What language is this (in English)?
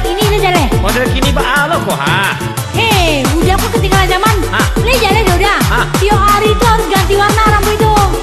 Minangkabau